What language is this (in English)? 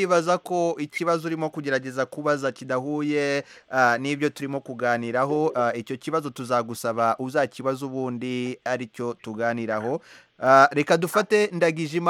Kinyarwanda